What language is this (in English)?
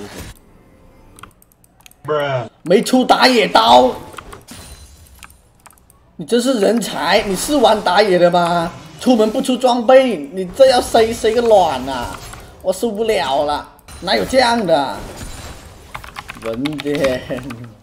Chinese